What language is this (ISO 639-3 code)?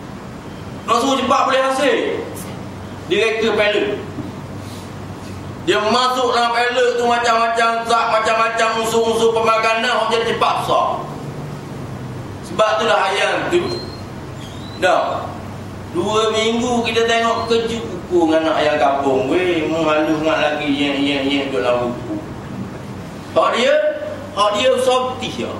msa